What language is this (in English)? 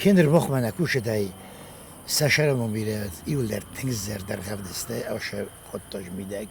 Ossetic